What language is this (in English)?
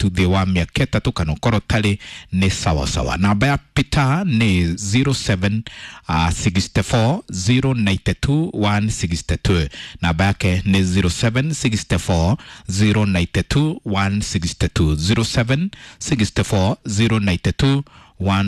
Kikuyu